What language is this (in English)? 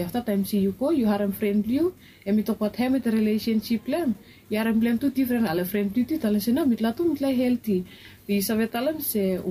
Bislama